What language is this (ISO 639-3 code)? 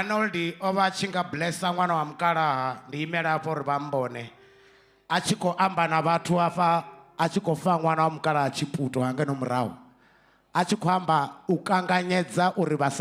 ven